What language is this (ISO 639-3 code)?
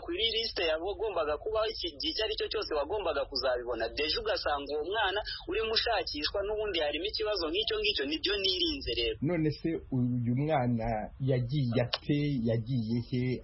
kin